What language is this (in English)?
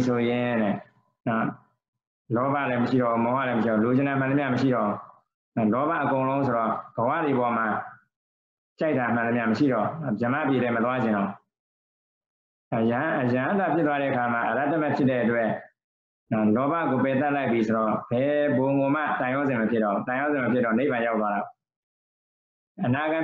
Burmese